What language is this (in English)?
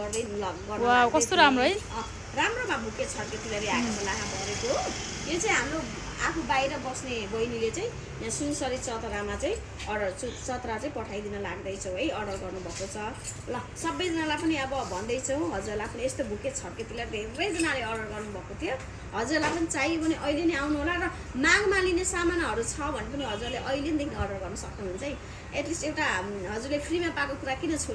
Nepali